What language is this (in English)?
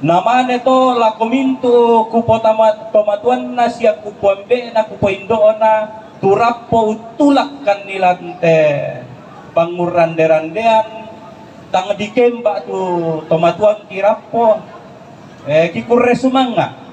Toraja-Sa'dan